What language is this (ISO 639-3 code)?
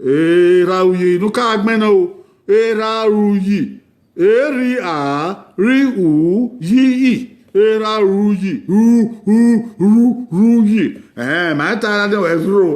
bin